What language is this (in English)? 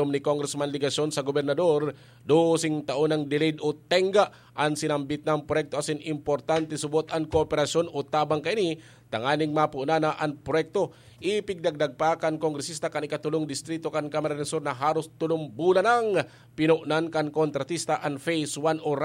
Bikol